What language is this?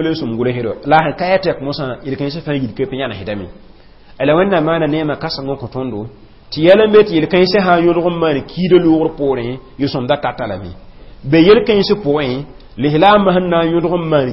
Mossi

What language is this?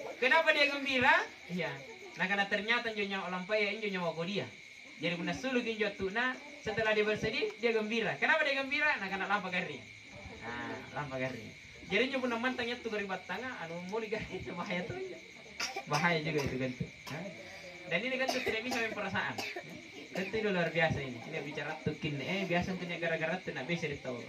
Makasar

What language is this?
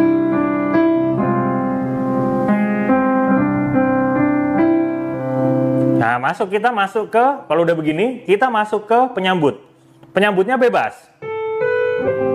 Indonesian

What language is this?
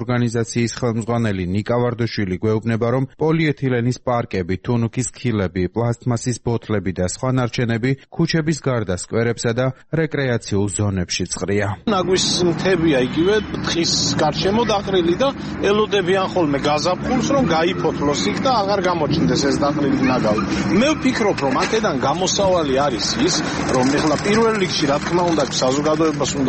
Georgian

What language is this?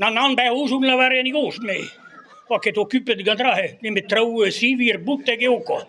Breton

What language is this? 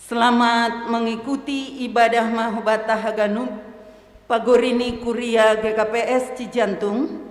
Batak Simalungun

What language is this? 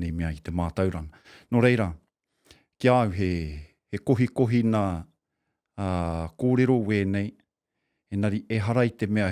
Māori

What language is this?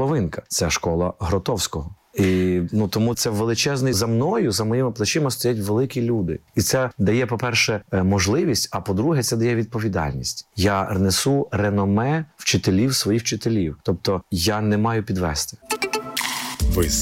Ukrainian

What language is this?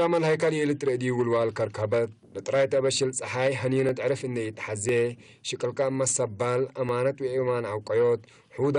Tigre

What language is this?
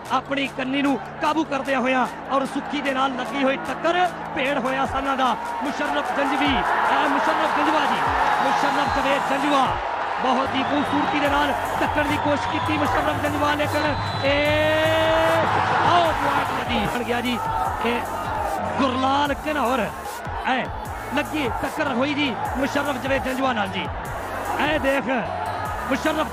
Punjabi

